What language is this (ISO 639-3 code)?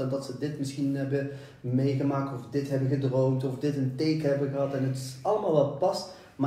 nld